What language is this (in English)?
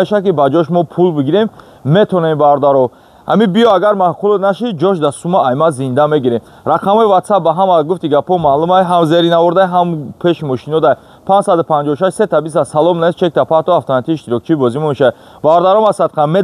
Tajik